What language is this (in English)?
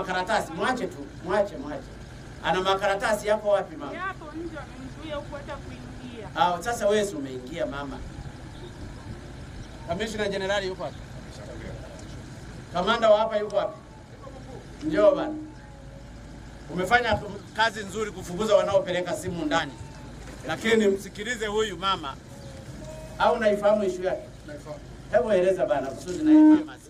Swahili